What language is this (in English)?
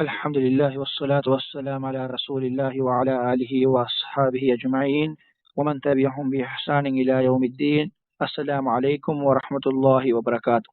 Divehi